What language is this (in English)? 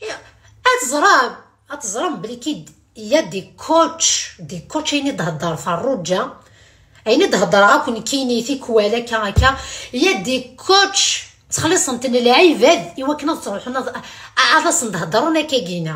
Kabyle